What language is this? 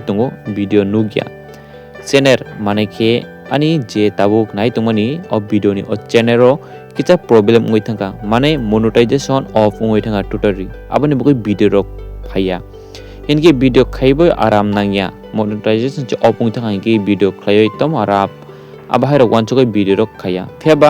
Kok Borok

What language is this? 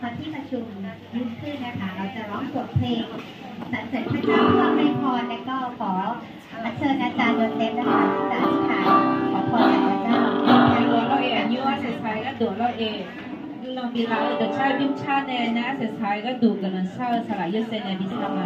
Akha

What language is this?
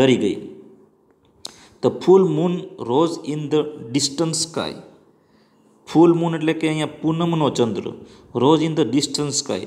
Gujarati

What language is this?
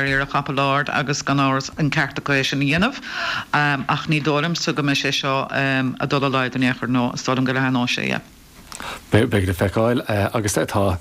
Irish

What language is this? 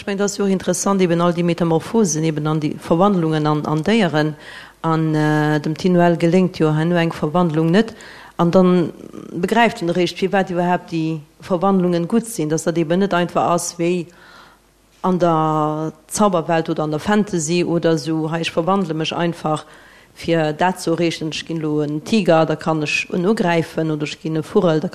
Luxembourgish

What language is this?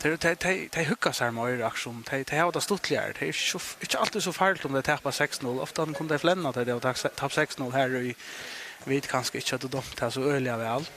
Faroese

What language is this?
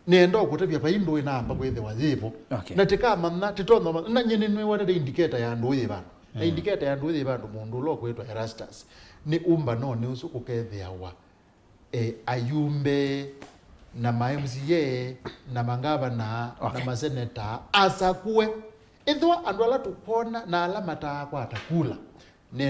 Kamba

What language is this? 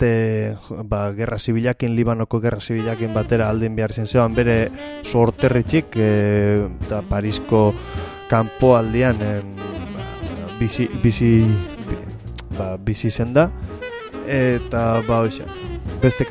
Basque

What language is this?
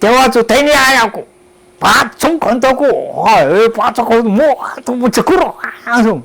Sakizaya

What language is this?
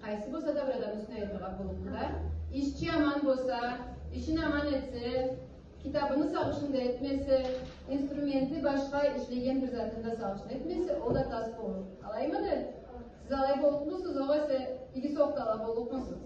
Karachay-Balkar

